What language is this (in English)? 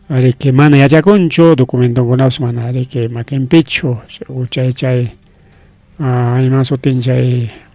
Ayacucho Quechua